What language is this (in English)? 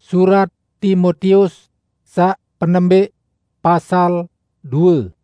Sasak